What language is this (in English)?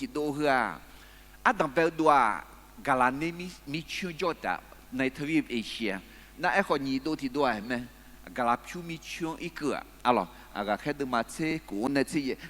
Akha